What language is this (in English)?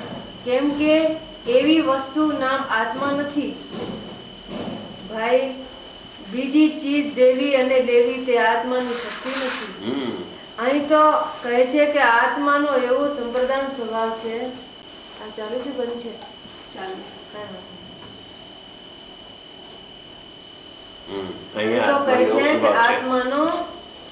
Gujarati